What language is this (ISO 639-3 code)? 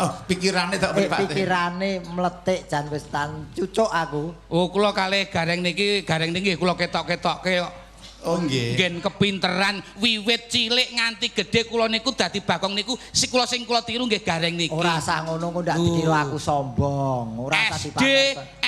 jav